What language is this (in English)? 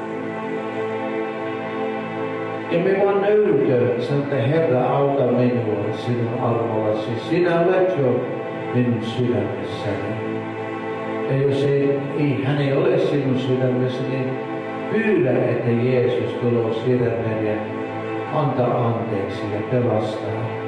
Finnish